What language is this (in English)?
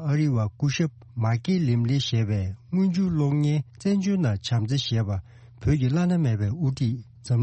Tibetan